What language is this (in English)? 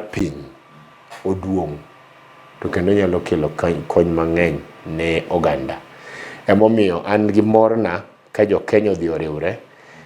Luo (Kenya and Tanzania)